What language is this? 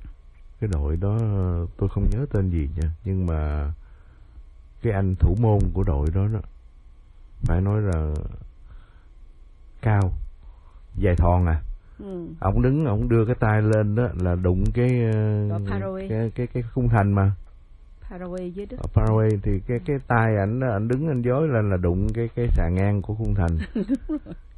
Vietnamese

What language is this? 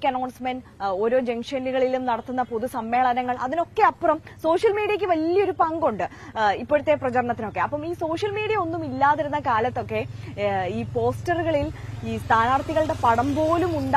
Malayalam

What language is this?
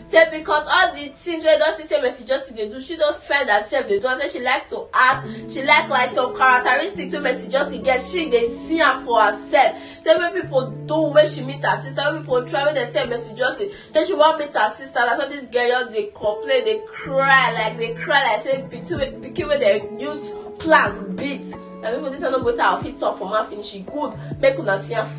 Nigerian Pidgin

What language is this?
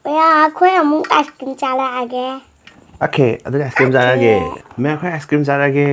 Manipuri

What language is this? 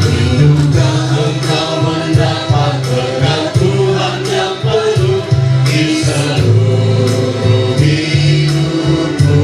Ma'anyan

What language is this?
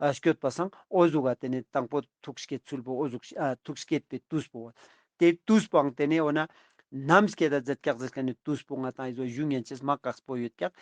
Ladakhi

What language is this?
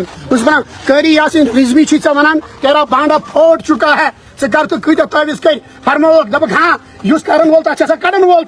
Kashmiri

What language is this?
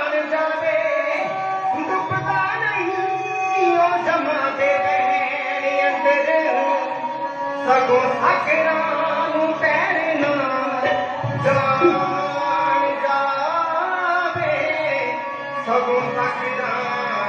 Punjabi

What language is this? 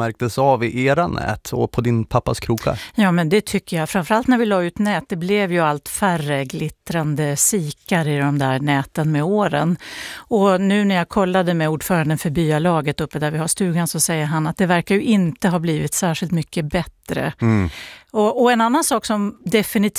Swedish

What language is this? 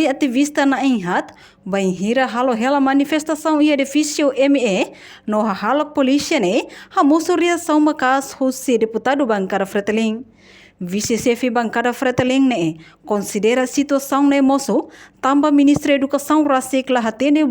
Tetum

